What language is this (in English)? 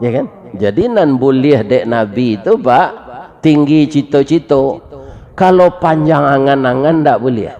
Minangkabau